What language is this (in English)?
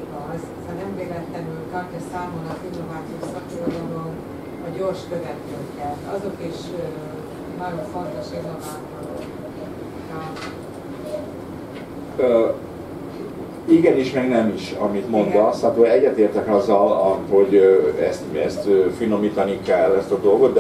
Hungarian